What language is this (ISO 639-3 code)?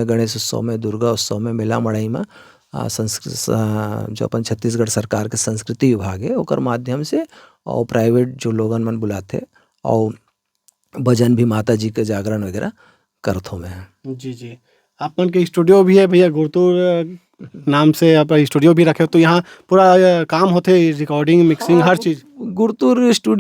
hne